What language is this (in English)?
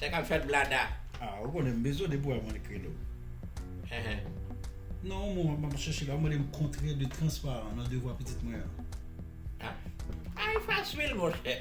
Haitian Creole